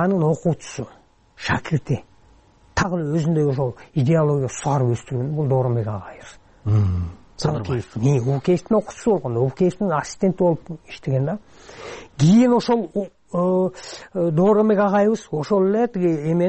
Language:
Kyrgyz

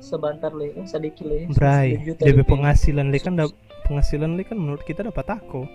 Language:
Manado Malay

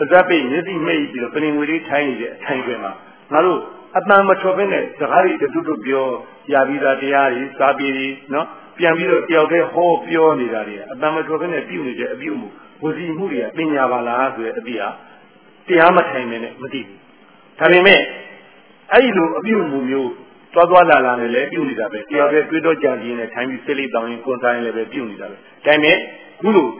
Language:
Burmese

